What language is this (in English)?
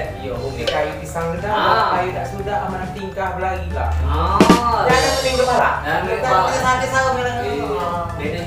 Musi